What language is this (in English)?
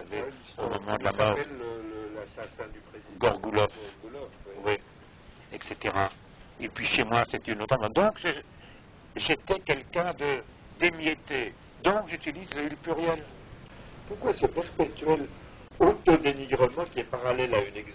French